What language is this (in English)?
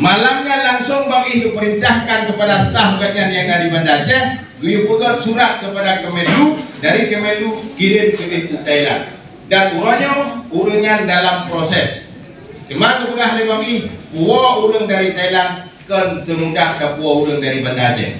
Achinese